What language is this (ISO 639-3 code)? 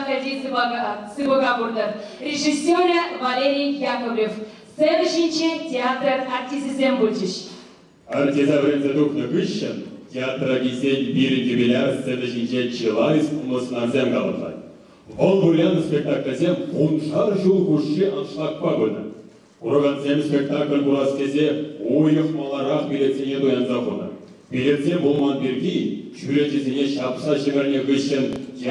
chv